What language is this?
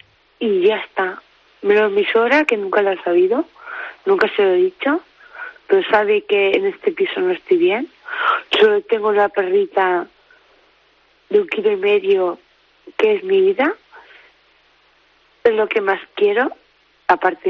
Spanish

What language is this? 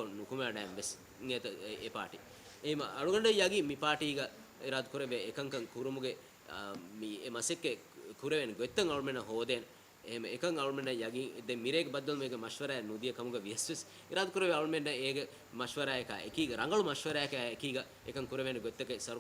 Divehi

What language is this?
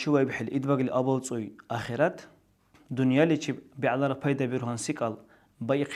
Dargwa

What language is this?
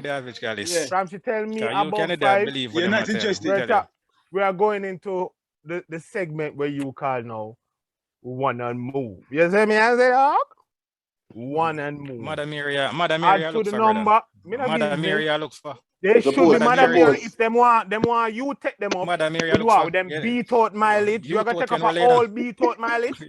Jamaican Creole English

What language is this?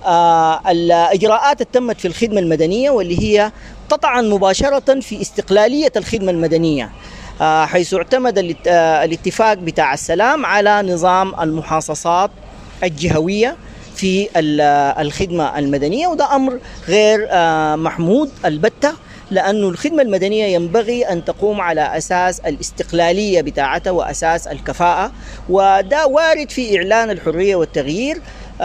Sudanese Arabic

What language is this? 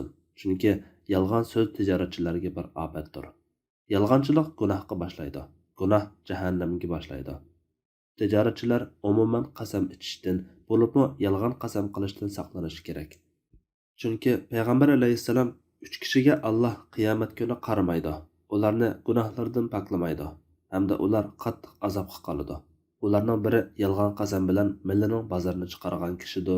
Uyghur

